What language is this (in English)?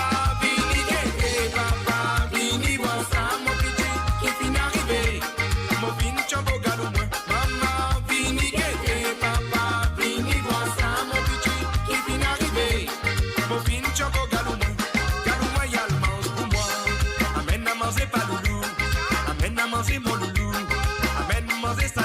Morisyen